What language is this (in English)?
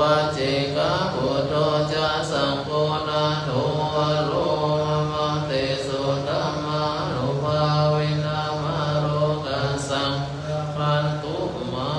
Pali